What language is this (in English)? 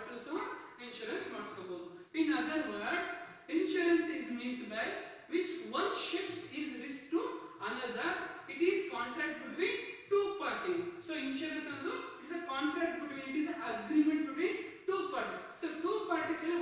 Kannada